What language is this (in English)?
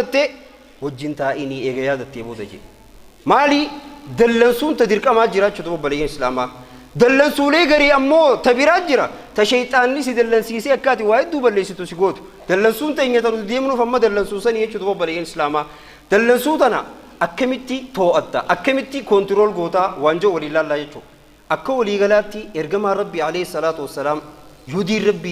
Oromo